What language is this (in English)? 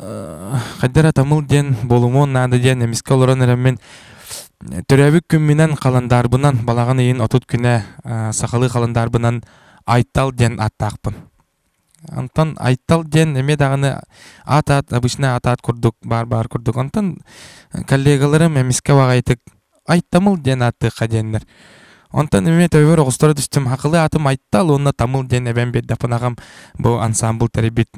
Yakut